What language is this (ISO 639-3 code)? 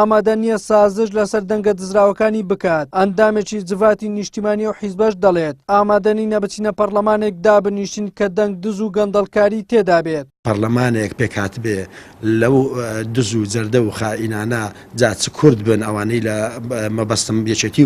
ckb